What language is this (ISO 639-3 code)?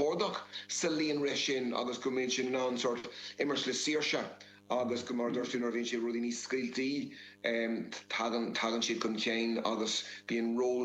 gle